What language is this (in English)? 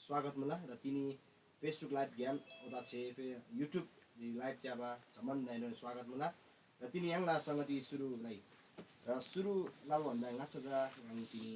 Eastern Tamang